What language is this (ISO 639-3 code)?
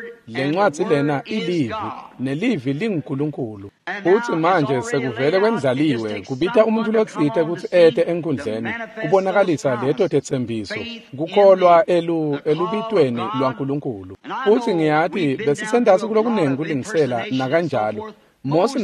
ssw